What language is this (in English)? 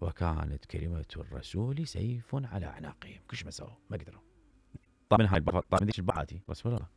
Mesopotamian Arabic